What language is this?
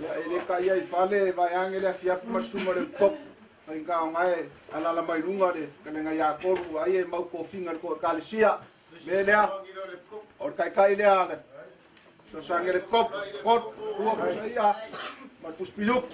Samoan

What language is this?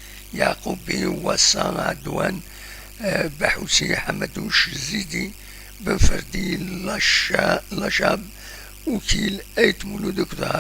Kabyle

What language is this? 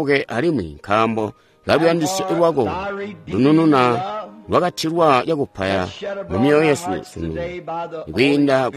Tonga (Zambia)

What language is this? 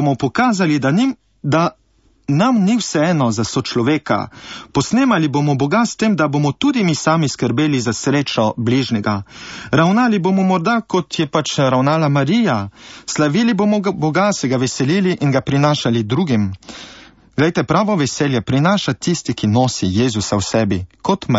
Slovenian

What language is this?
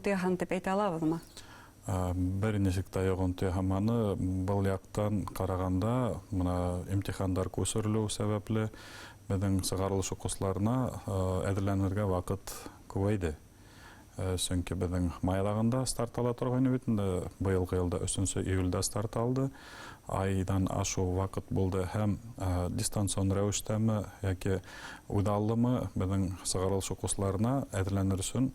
Bashkir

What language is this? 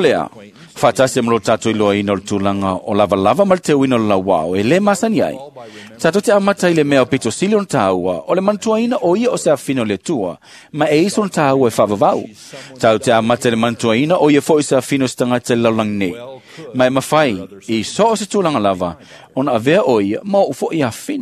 Samoan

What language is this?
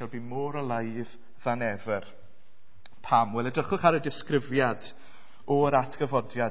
Welsh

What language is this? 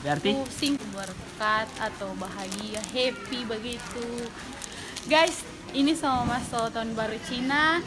Manado Malay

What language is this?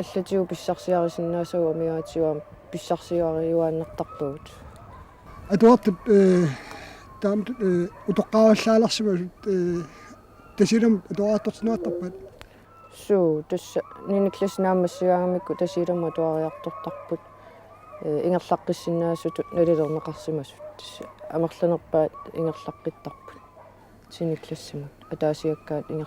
Kalaallisut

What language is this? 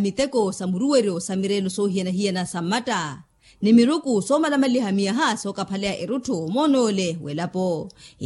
Makhuwa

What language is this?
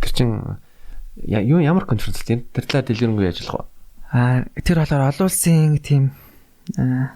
Mongolian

